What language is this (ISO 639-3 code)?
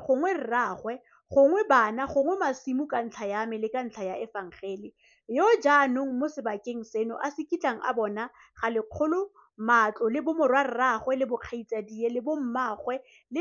tsn